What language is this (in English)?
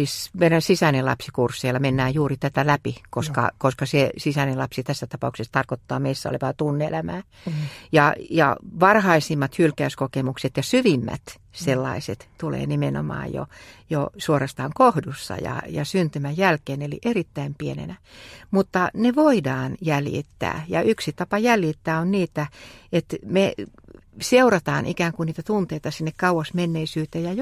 Finnish